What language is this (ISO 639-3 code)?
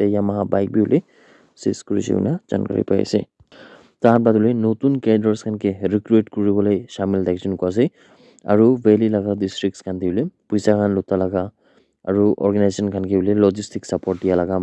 nag